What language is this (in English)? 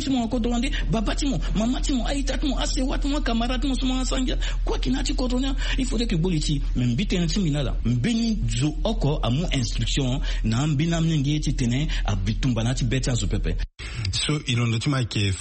Sango